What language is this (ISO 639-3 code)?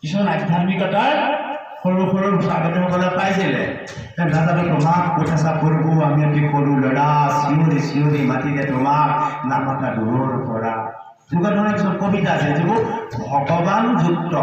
asm